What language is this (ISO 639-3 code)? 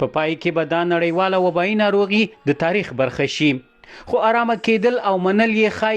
pus